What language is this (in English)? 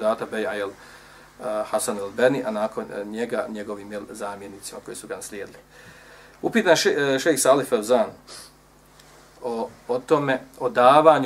Bosnian